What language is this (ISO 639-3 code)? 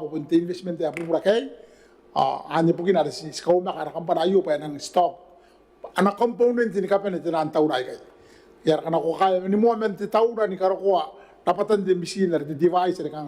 gil